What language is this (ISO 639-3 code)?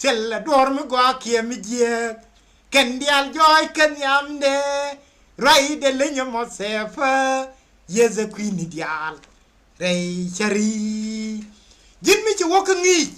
nus